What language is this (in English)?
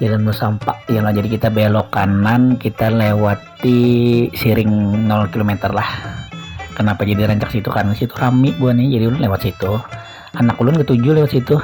Banjar